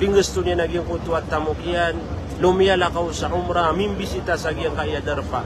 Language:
Maranao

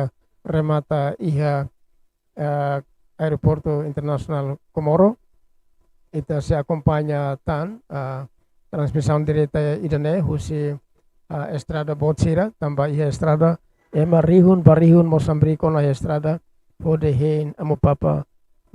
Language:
Tetum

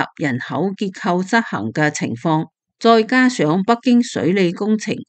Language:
Cantonese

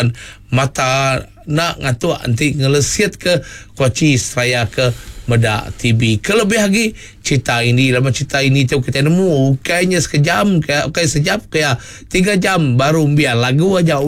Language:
Iban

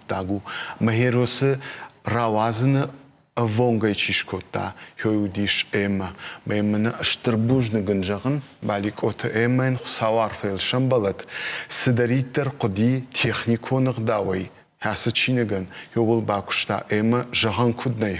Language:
Ossetic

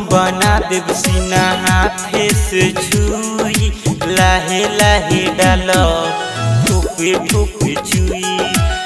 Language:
Bhojpuri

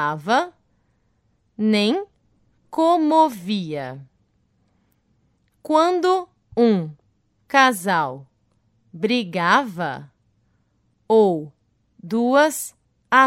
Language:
Portuguese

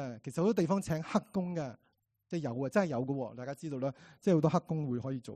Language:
Cantonese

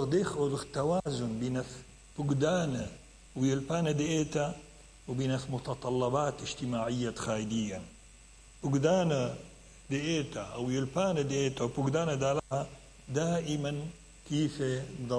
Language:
Mesopotamian Arabic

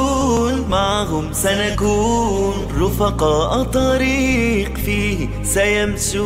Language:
Ingush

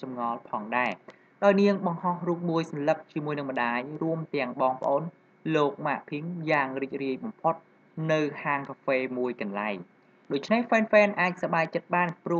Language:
Khmer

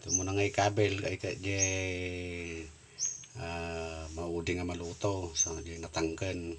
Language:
Iloko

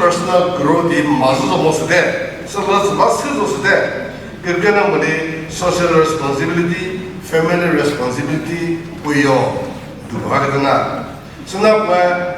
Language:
Chokri Naga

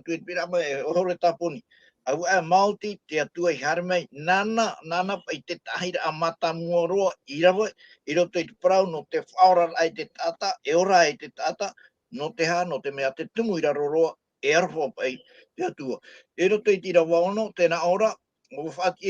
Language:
Tahitian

